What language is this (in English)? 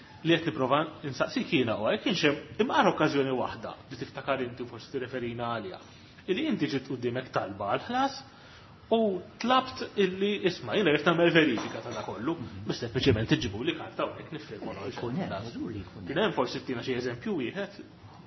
Maltese